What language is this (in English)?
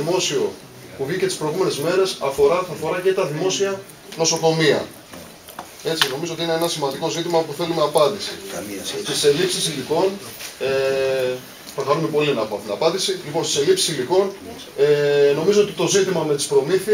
Greek